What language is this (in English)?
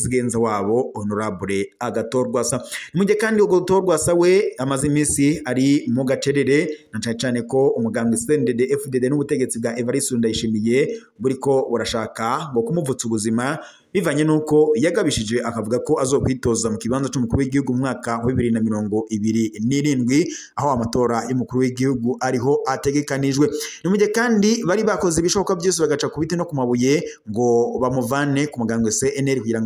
Rundi